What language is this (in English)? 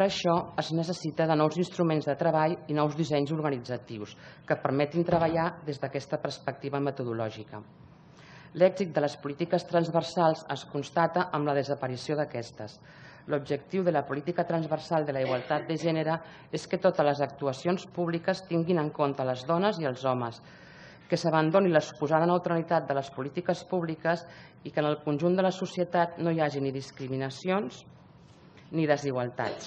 Catalan